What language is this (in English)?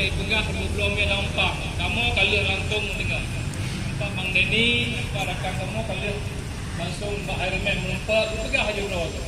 Achinese